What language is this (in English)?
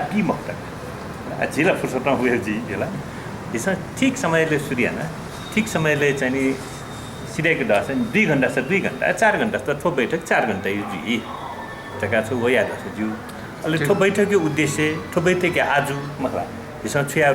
Newari